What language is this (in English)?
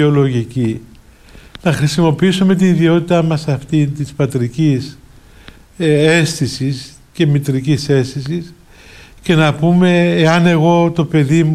Greek